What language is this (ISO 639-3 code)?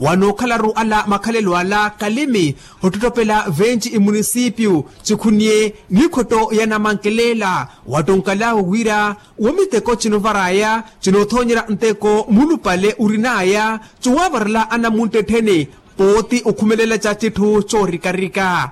vmw